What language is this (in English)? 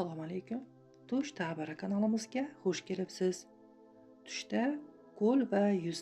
Uzbek